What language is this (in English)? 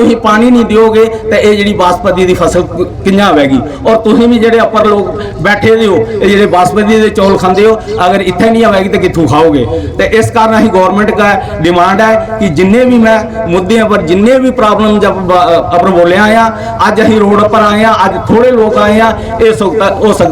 Dogri